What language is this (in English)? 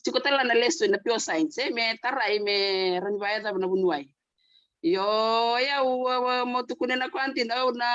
Fijian